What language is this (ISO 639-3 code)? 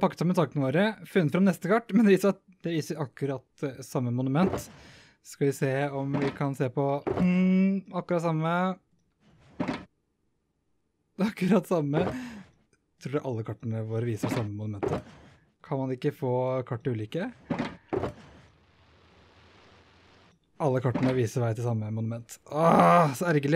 nor